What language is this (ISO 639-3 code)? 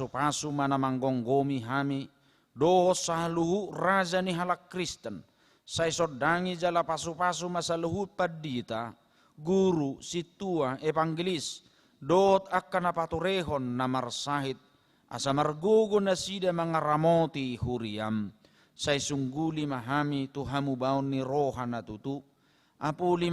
bbc